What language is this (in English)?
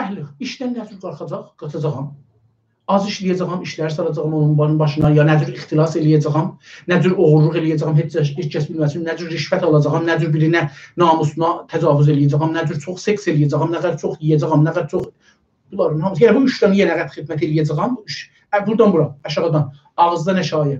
South Azerbaijani